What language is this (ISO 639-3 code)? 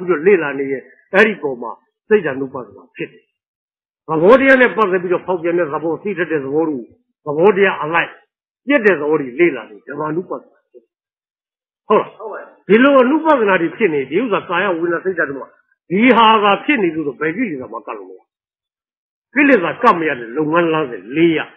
mya